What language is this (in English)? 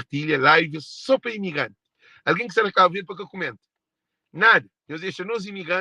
Kabuverdianu